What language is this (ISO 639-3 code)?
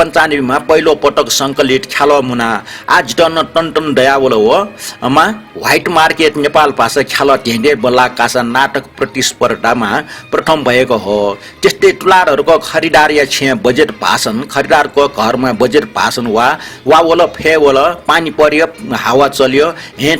new